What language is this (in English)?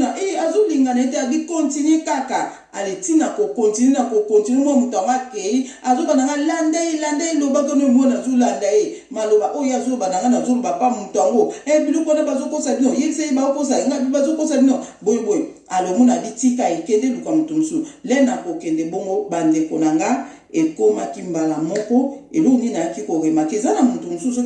Lingala